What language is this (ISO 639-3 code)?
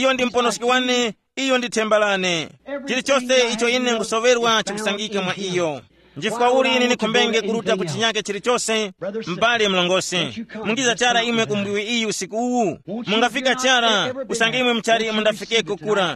tum